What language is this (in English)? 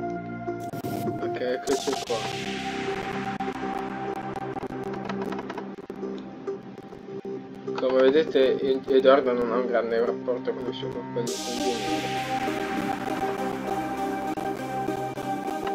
Italian